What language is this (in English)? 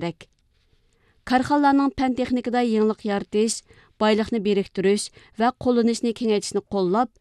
Uyghur